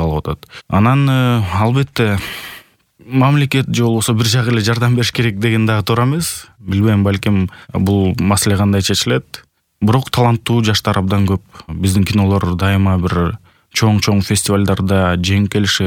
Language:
Kyrgyz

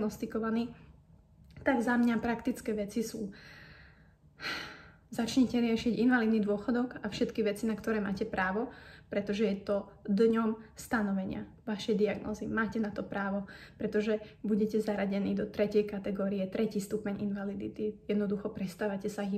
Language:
Slovak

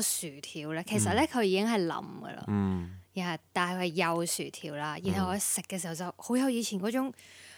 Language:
Cantonese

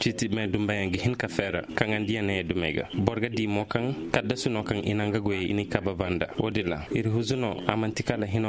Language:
Koyraboro Senni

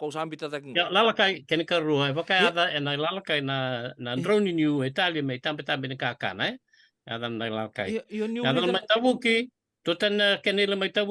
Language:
Fijian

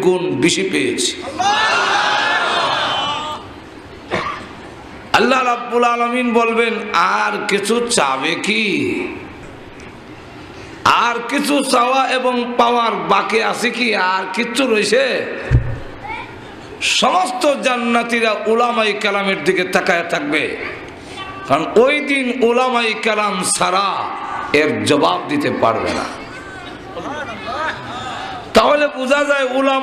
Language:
Bangla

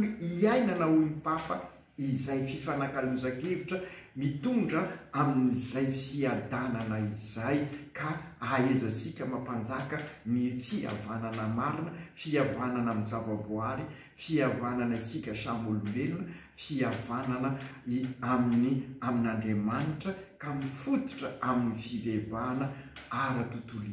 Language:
Malagasy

